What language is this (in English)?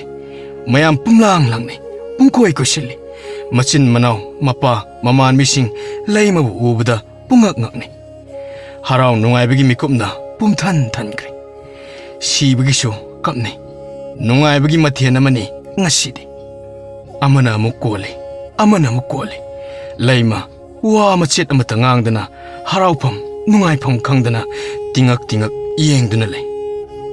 Manipuri